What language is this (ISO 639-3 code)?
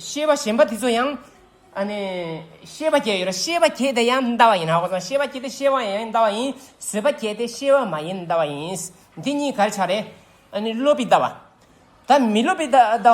bod